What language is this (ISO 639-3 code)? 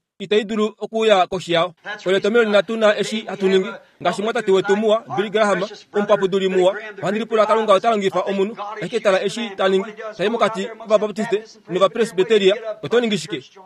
kua